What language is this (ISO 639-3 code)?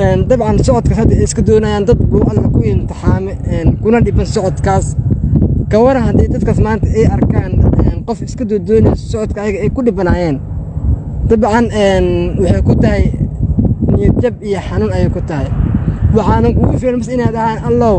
som